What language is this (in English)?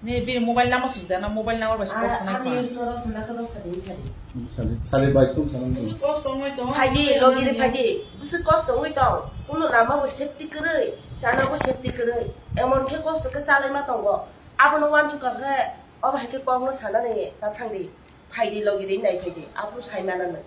Kok Borok